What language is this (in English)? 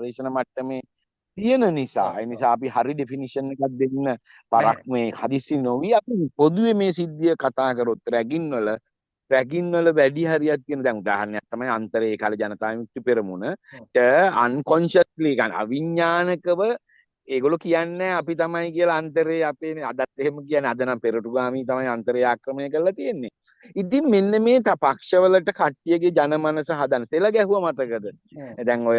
Sinhala